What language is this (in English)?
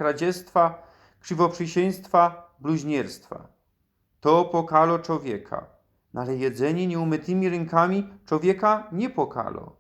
Silesian